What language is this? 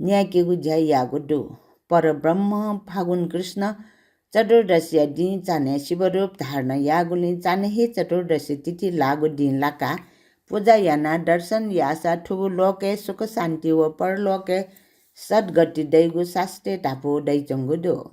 Newari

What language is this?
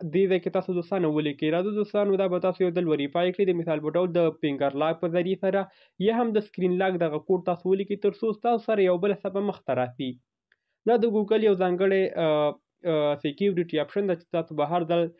Pashto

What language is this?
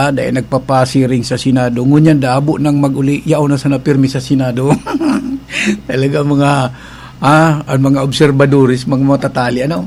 Bikol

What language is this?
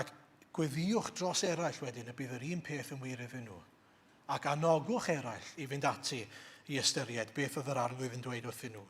Welsh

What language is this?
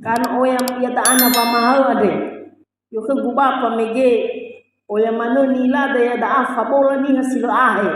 Nias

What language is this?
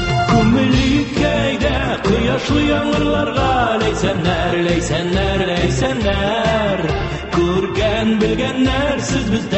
Tatar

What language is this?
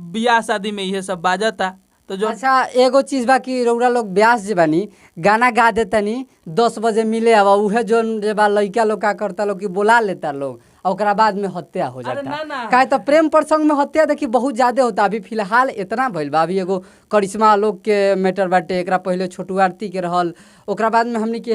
Bhojpuri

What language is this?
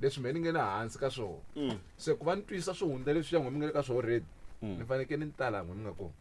Tsonga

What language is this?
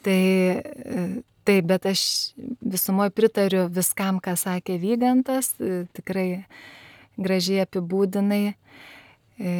Lithuanian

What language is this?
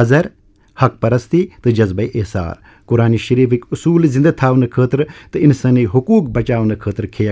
Kashmiri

